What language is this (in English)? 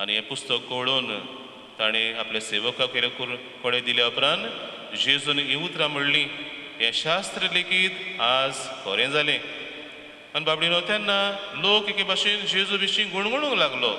Konkani